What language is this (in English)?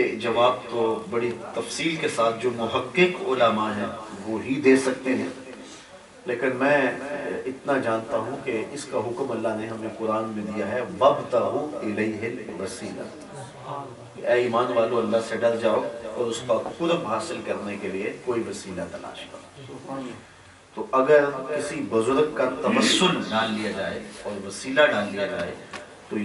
Urdu